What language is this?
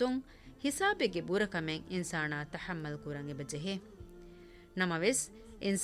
Divehi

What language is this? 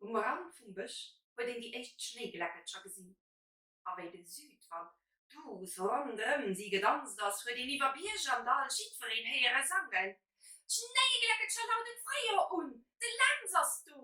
Luxembourgish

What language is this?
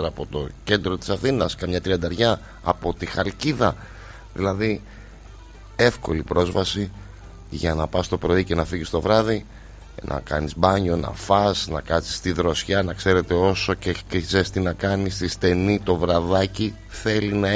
Greek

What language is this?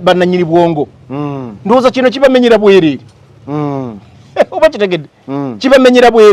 Ganda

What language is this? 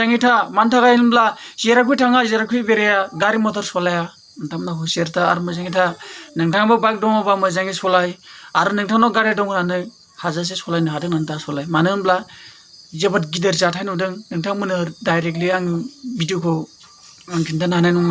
Bodo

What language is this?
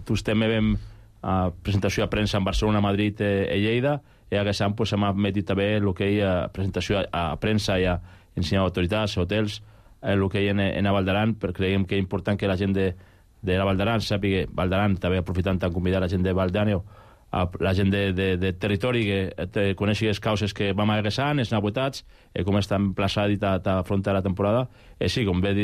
Catalan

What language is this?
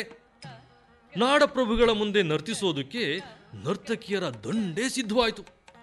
Kannada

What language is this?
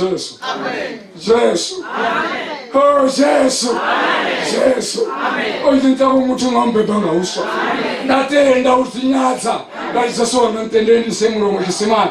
Venda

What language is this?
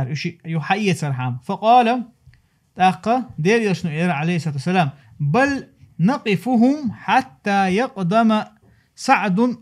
Chechen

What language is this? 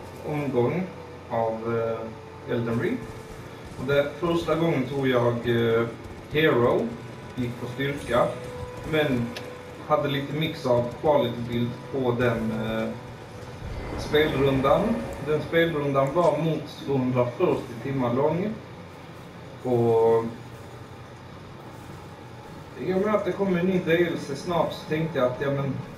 Swedish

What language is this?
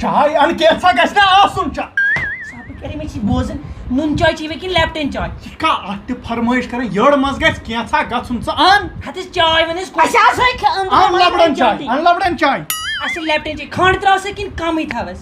Kashmiri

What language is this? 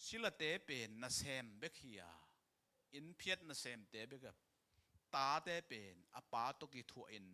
Tedim Chin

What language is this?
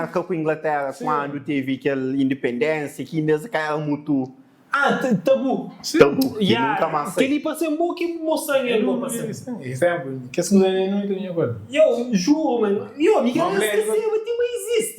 Kabuverdianu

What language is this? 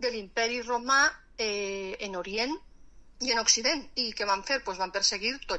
Catalan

